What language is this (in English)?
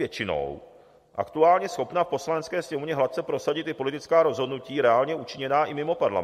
Czech